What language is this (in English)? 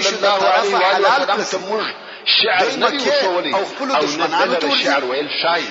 Pashto